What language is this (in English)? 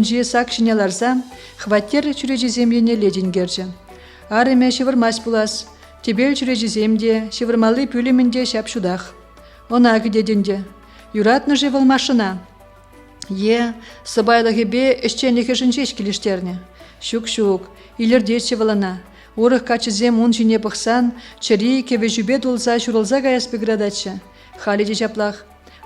Chuvash